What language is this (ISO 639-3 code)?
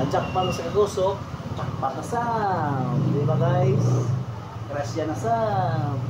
sgd